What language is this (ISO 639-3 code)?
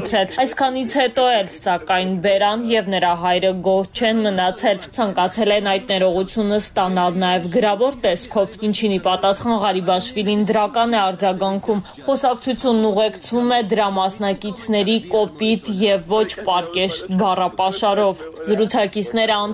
hye